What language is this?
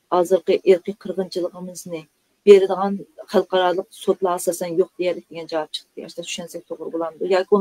Uyghur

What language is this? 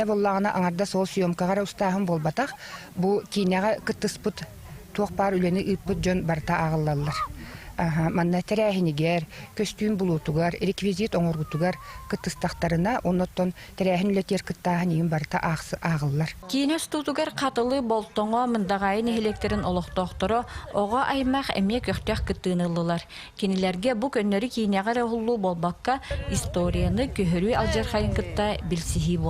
Yakut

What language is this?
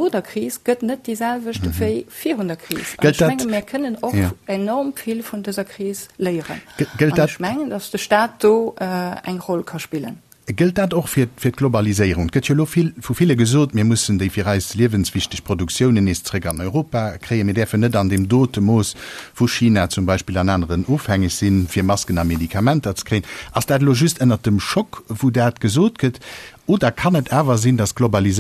Luxembourgish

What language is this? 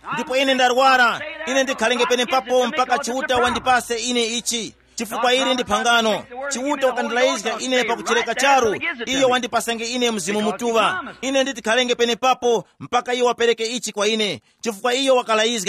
Tumbuka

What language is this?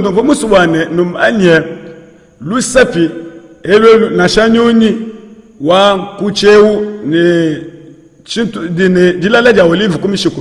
Luba-Lulua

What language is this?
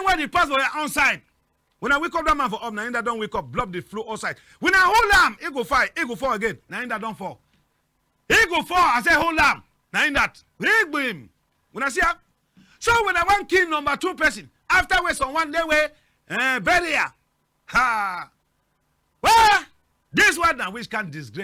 Cameroon Pidgin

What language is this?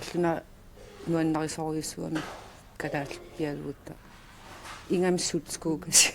Kalaallisut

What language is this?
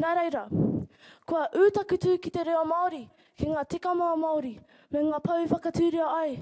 Māori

